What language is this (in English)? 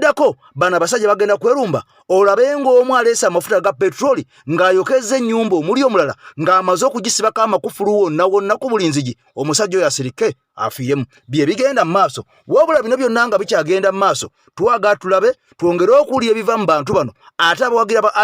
Ganda